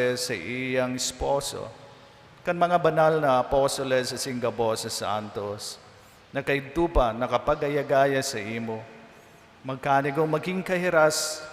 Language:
Bikol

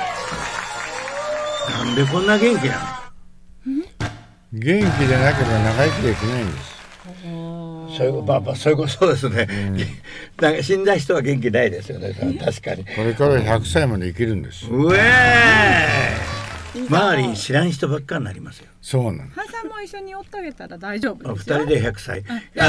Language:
Japanese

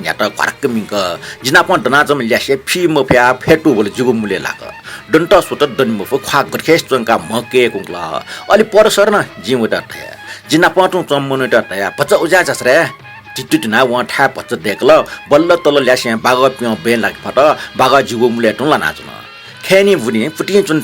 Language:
Newari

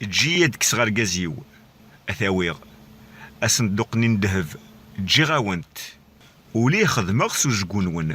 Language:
Kabyle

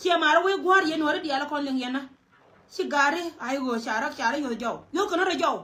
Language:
Nuer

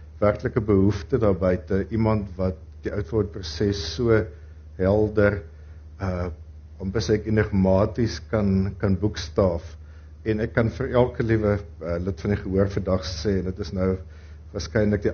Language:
Afrikaans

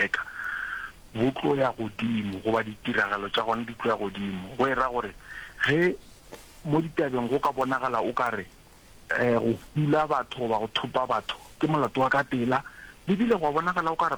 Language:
Northern Sotho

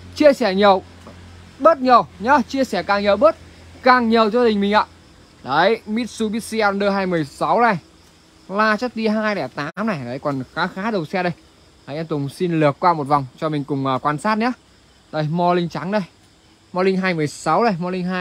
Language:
Vietnamese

